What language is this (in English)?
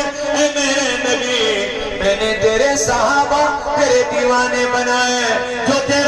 Kashmiri